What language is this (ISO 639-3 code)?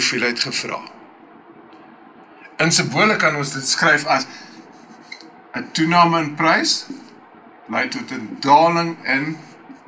afr